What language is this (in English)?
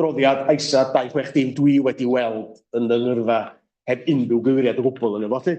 Welsh